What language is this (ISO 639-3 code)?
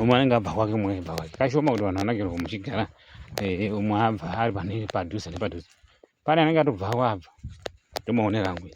sna